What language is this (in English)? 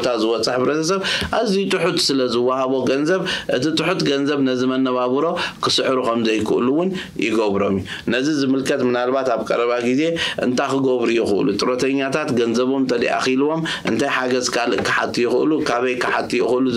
Tigrinya